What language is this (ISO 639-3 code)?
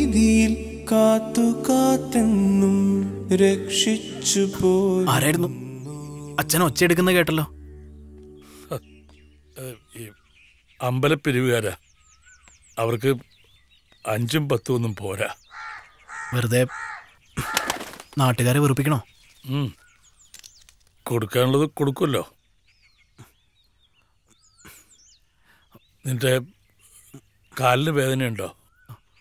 mal